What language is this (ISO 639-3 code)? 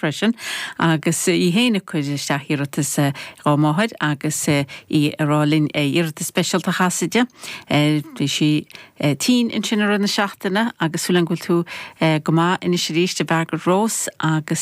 gle